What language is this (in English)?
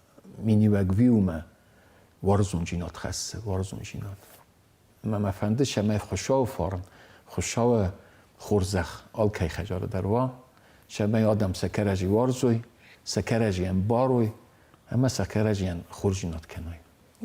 Ossetic